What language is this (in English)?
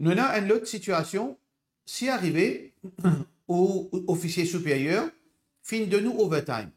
Morisyen